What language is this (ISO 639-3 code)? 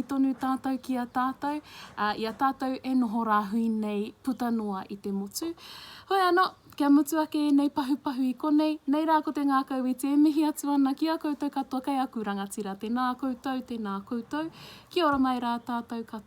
mri